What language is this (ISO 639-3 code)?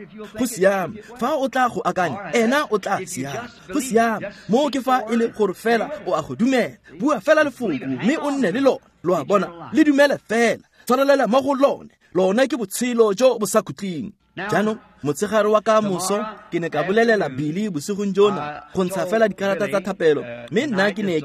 tsn